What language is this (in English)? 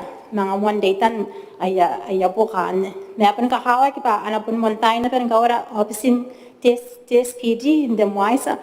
Gilbertese